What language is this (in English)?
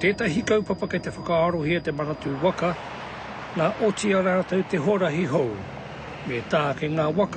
Māori